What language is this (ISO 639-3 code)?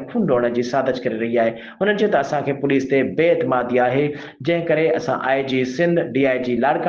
snd